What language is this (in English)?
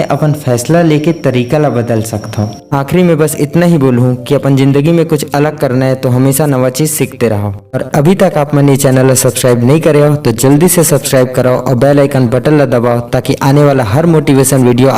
Chhattisgarhi